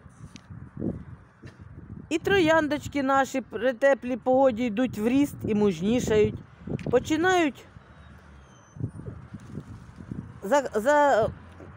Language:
Ukrainian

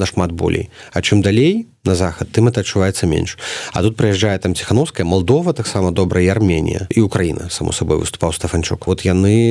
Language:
Belarusian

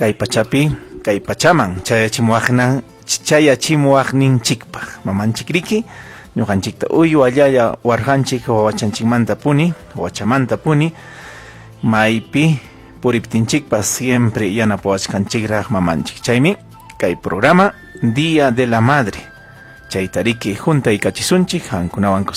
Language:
Ayacucho Quechua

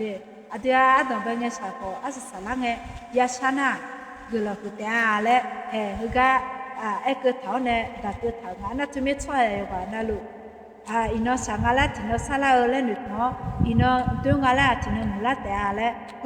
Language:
Akha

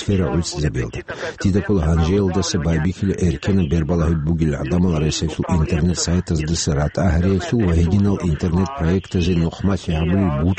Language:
Avaric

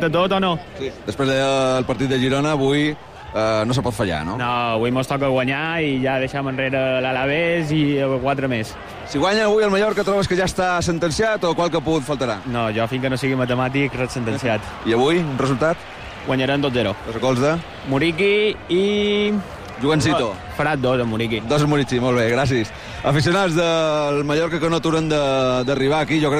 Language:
Catalan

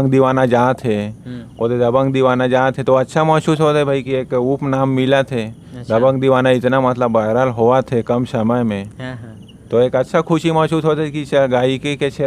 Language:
Chhattisgarhi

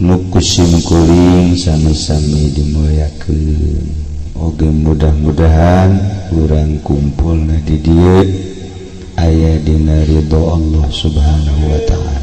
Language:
Sundanese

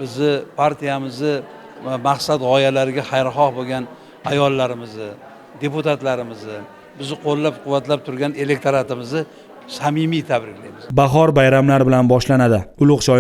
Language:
Uzbek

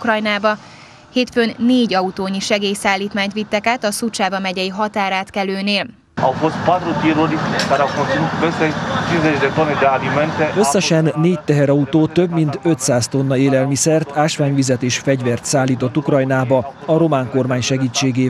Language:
Hungarian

